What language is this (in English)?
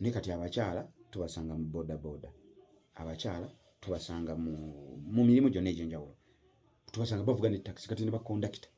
Ganda